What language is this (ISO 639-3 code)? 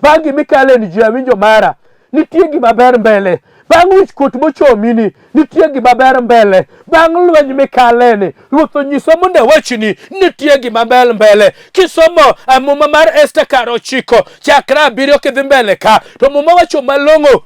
luo